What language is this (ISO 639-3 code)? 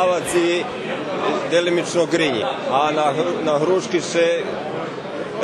rue